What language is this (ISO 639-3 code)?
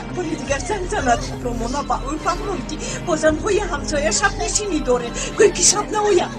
tgk